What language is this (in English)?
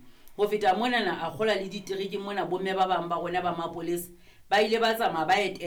Southern Sotho